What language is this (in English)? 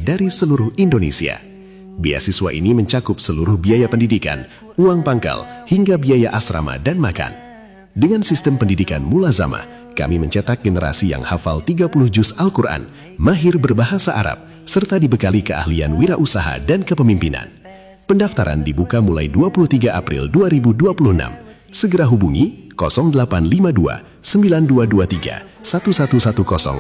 Indonesian